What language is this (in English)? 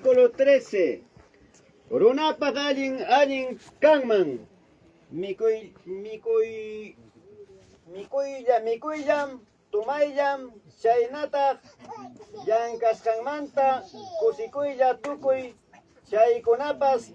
Ayacucho Quechua